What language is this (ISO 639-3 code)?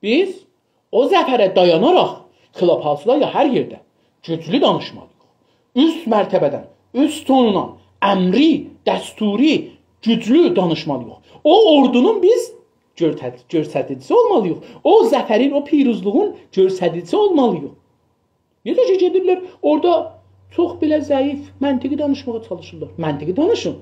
azb